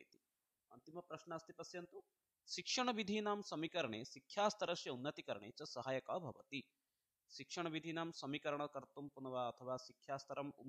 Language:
Sanskrit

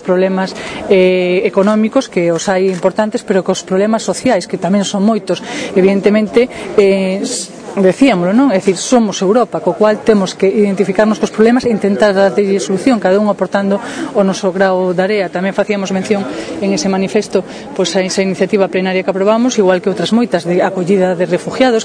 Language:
Galician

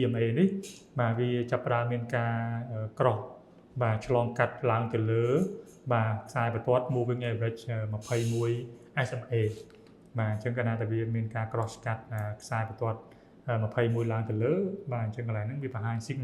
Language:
Khmer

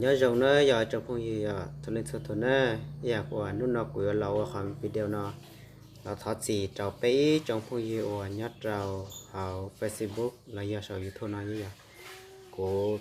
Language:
Hmong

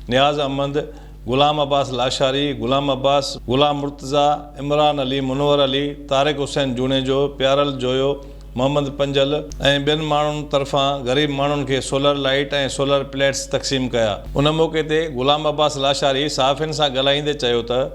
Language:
Sindhi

